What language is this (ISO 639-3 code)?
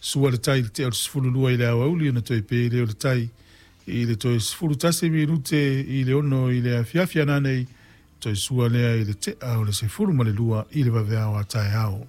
smo